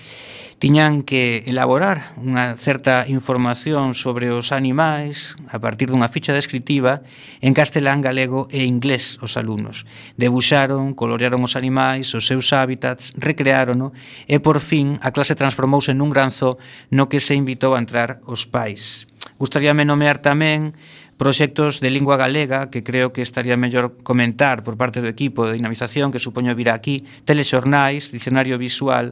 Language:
Galician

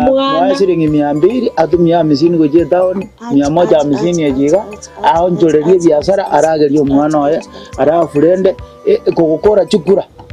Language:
Gusii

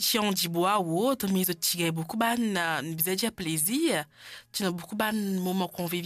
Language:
Morisyen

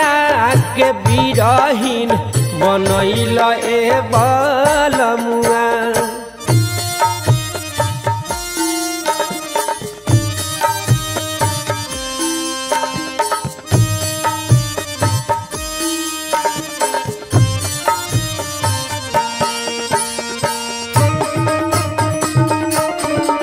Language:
Bhojpuri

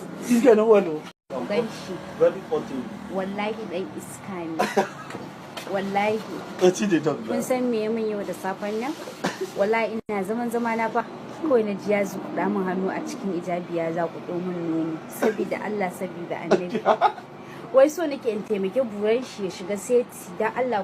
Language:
Hausa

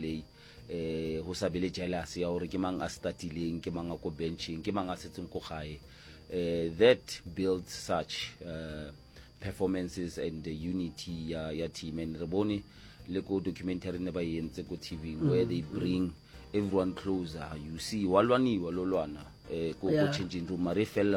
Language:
Northern Sotho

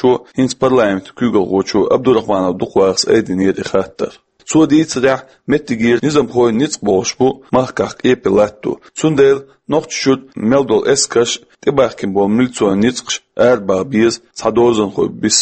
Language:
Chechen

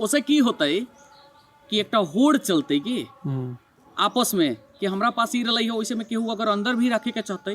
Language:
Maithili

